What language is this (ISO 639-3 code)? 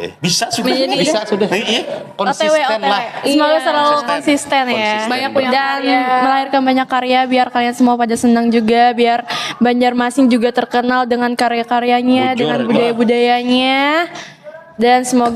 bjn